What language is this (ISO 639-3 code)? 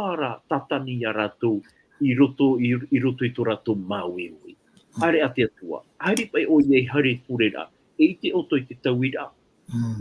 tah